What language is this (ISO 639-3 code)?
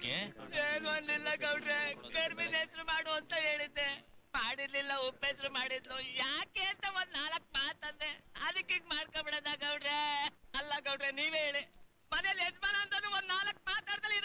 kan